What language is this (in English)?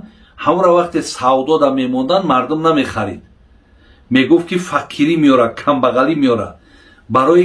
Tajik